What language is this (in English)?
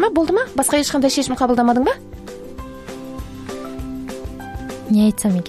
Kazakh